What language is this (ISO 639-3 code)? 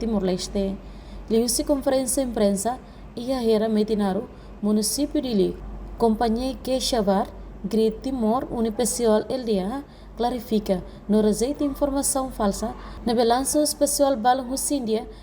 tet